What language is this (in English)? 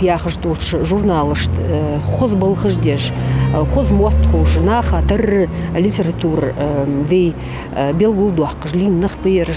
Ingush